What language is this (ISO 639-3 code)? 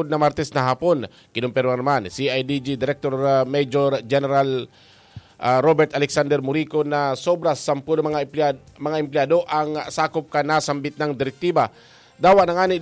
bik